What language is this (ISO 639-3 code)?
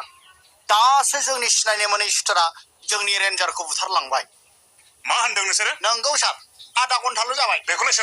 brx